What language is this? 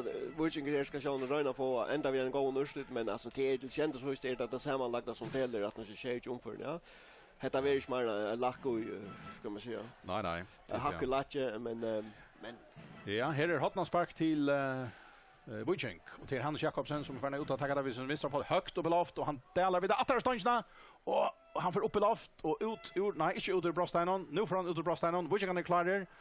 Faroese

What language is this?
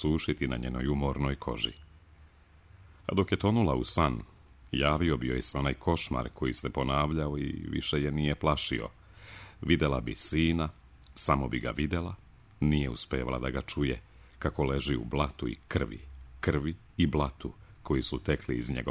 Serbian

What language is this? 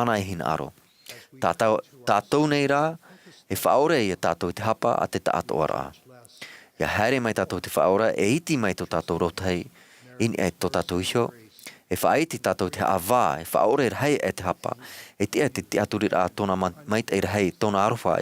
Tahitian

